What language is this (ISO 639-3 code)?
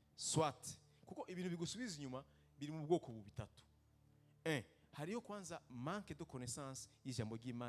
run